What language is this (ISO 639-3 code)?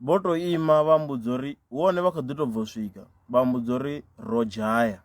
ven